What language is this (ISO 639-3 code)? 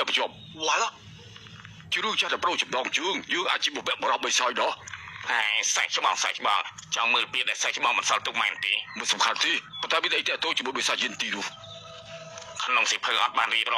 khm